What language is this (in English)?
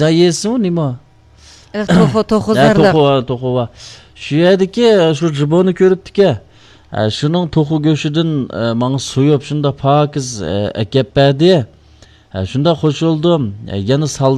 Uyghur